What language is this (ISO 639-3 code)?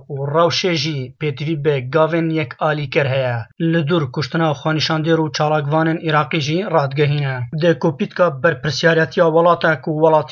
kur